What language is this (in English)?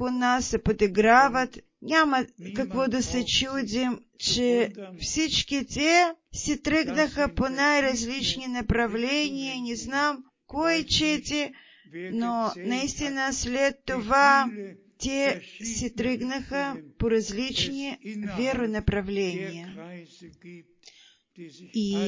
Bulgarian